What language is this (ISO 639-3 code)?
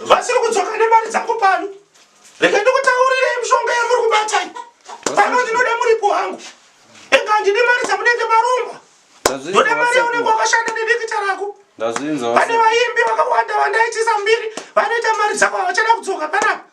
sna